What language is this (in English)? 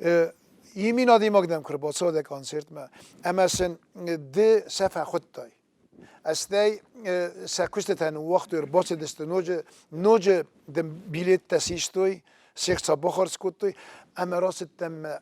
Ossetic